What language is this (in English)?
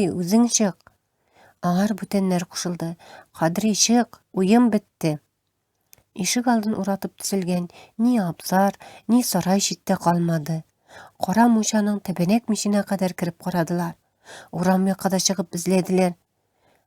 Tatar